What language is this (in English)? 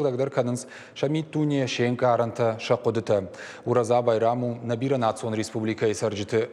Ossetic